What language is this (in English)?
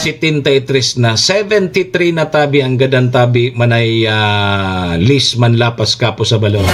Bikol